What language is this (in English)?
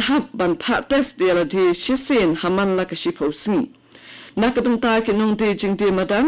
Khasi